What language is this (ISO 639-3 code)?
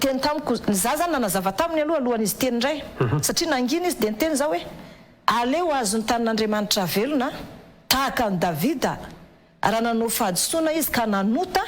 mlg